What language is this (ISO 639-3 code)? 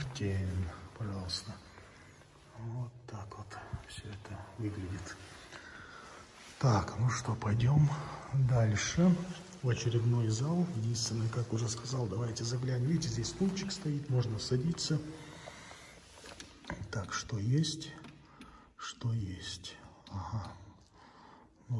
rus